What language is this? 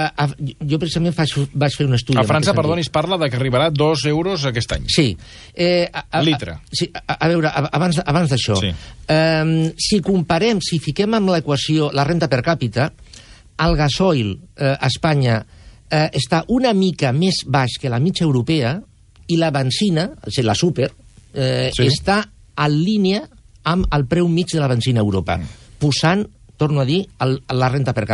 Catalan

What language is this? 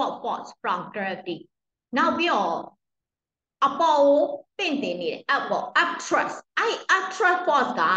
Burmese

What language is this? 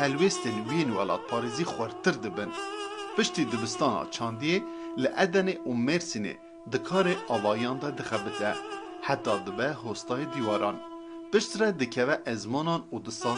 Kurdish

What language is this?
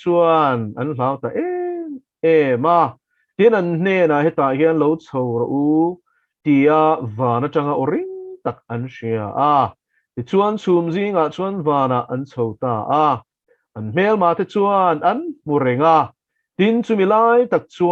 Mizo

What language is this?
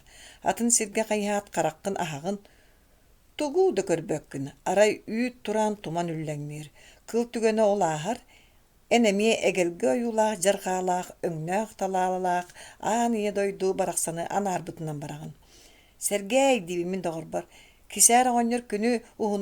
Yakut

